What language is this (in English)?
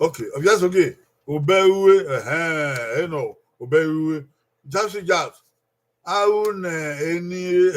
Bini